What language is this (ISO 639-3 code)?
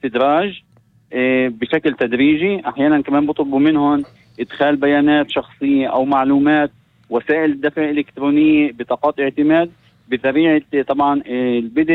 apc